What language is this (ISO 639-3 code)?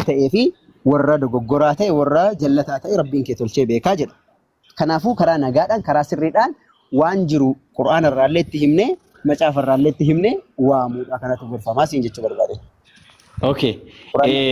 orm